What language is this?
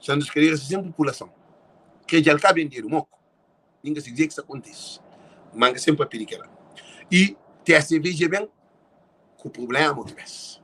Kabuverdianu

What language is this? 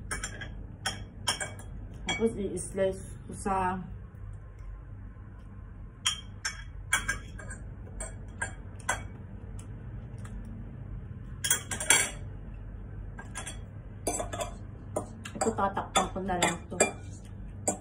Filipino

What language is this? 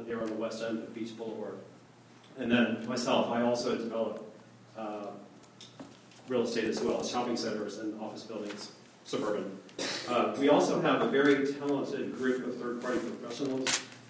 English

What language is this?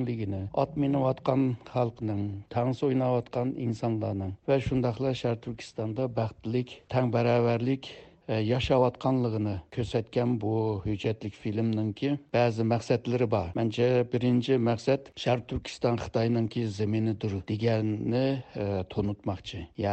Uyghur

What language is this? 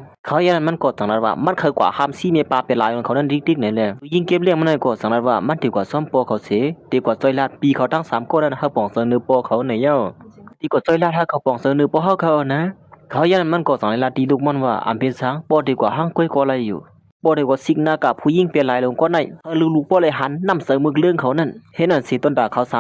Shan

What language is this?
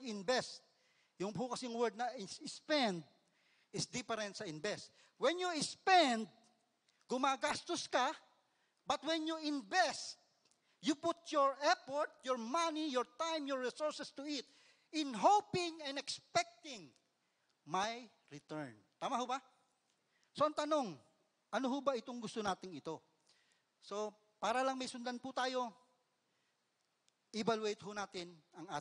Filipino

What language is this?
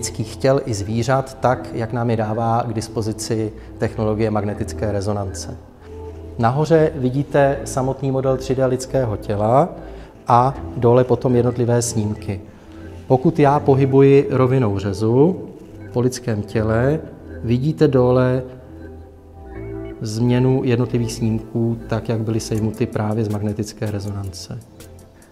Czech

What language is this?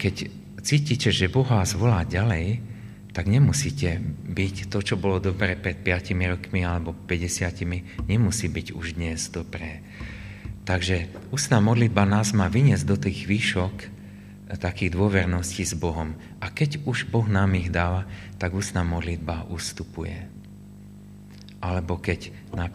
Slovak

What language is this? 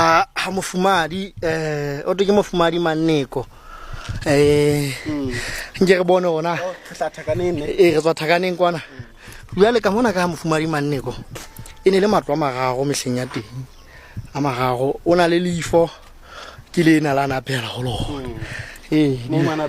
Southern Sotho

